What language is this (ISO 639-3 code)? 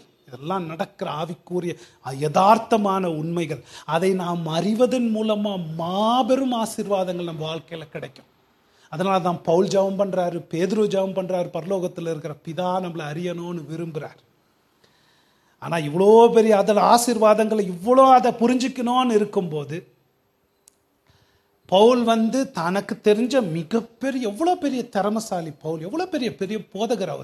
tam